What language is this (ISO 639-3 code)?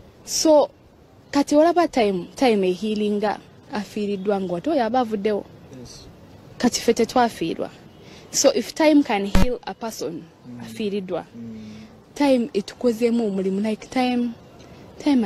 lug